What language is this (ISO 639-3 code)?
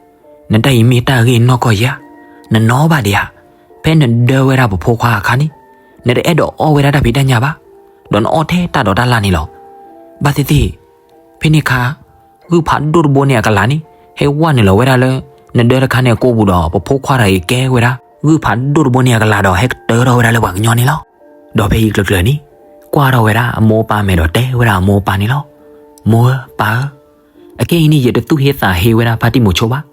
ksw